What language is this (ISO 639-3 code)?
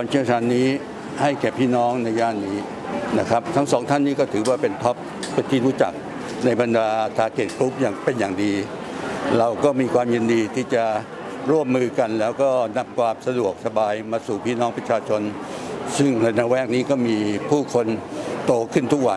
tha